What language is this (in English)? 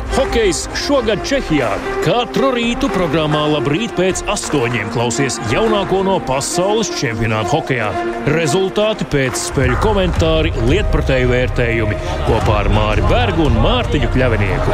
Latvian